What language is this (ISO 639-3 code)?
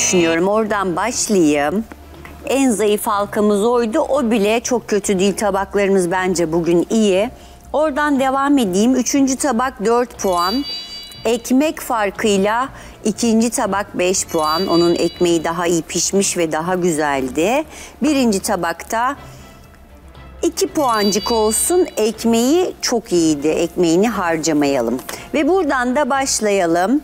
tur